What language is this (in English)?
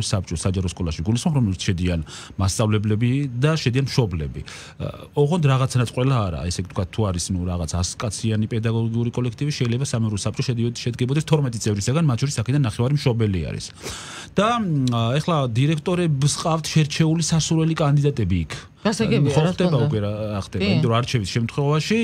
Georgian